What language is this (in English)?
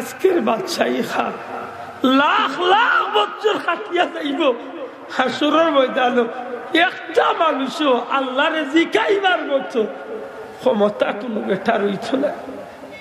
Sylheti